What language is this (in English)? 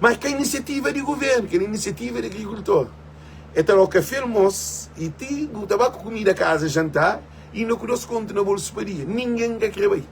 Kabuverdianu